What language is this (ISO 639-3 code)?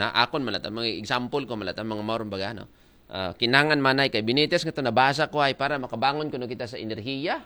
akl